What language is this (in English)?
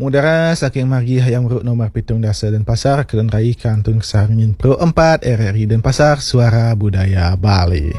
Balinese